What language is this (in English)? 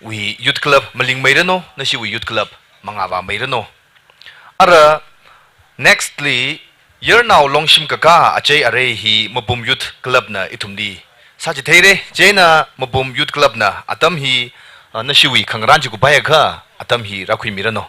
Tangkhul Naga (India)